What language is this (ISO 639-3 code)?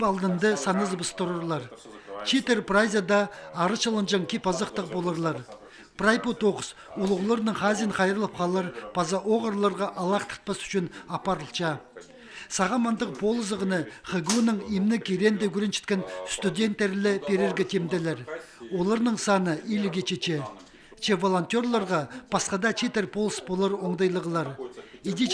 kjh